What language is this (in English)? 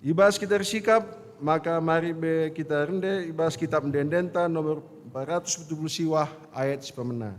Batak Karo